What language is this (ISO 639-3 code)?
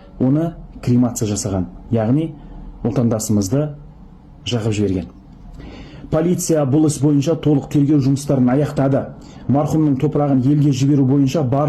kaz